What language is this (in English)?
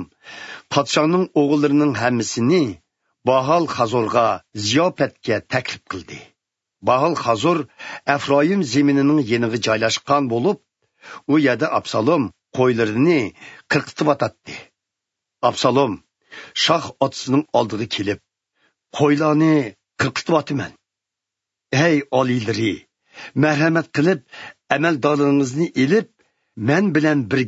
Uyghur